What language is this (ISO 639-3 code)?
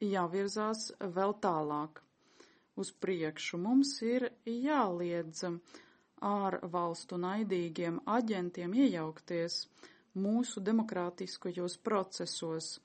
lav